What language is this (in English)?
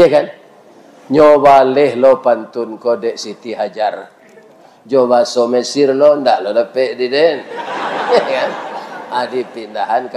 Minangkabau